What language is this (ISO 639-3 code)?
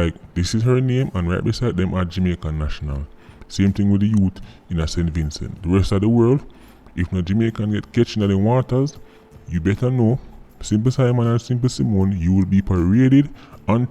jam